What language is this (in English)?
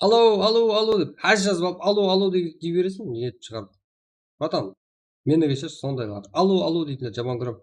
Kara-Kalpak